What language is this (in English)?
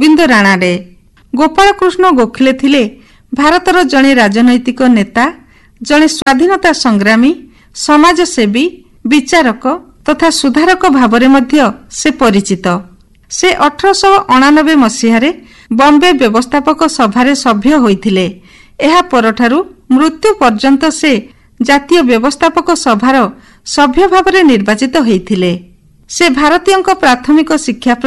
Odia